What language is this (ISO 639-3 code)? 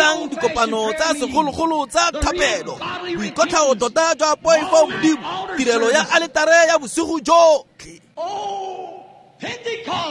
tsn